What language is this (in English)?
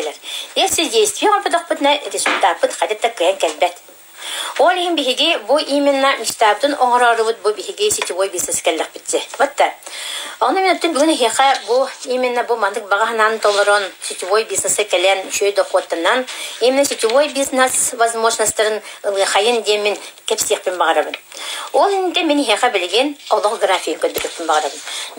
Yakut